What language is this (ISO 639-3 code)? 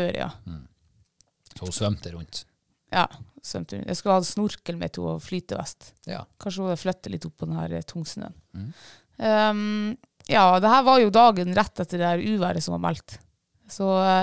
nor